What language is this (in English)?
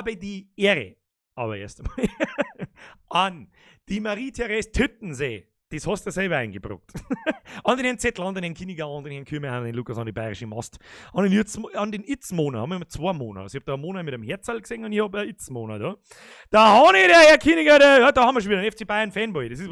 Bavarian